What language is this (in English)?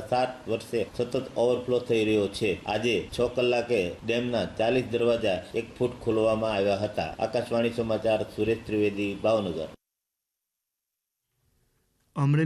Gujarati